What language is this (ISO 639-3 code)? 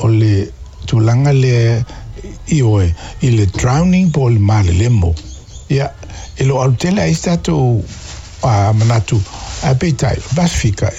smo